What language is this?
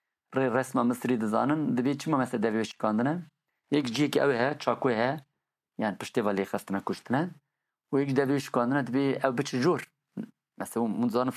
Kurdish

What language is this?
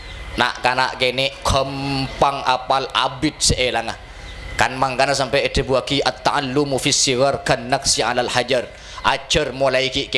Madurese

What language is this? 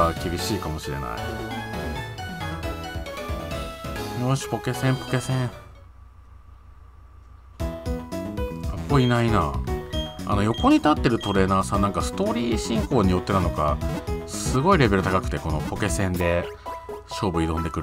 Japanese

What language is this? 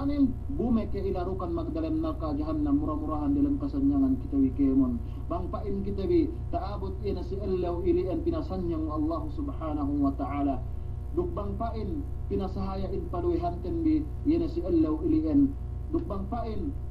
Yakan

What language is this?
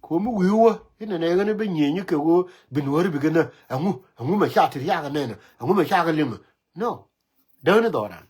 Nuer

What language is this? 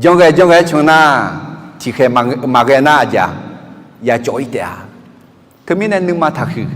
Akha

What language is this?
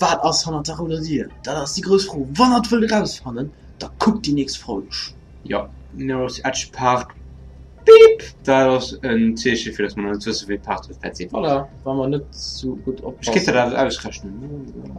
Luxembourgish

